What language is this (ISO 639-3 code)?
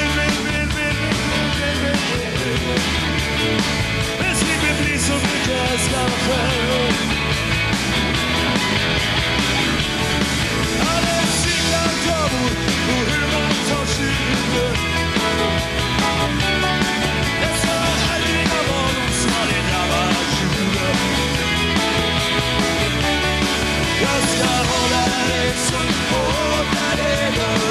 swe